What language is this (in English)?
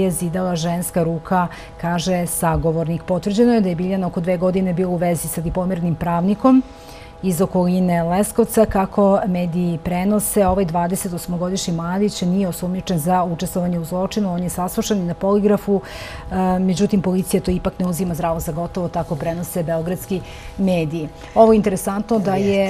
Serbian